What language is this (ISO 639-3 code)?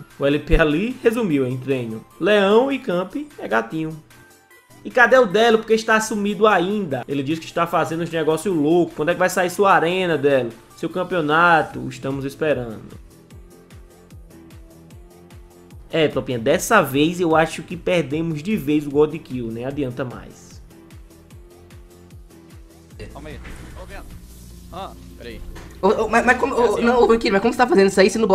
por